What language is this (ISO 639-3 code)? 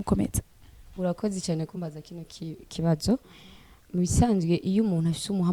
run